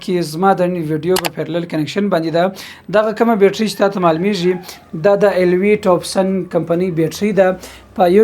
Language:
Pashto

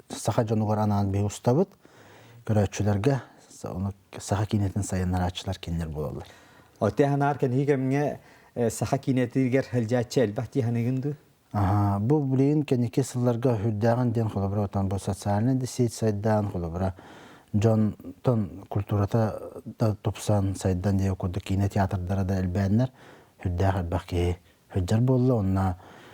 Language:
Yakut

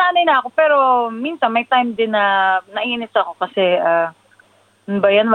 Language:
Filipino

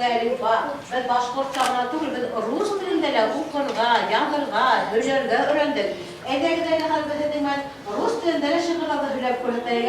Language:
Bashkir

